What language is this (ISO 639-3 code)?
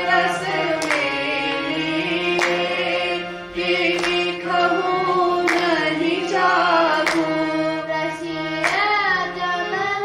guj